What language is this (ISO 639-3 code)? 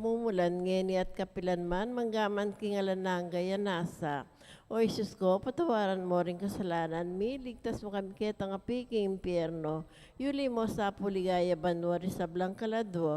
pam